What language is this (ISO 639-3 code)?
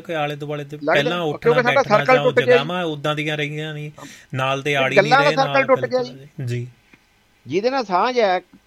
pan